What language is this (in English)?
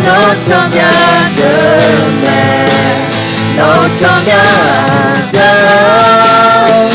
Akha